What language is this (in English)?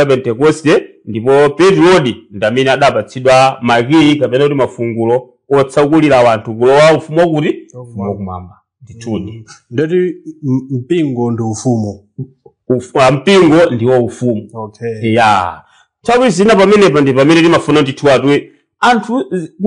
Nyanja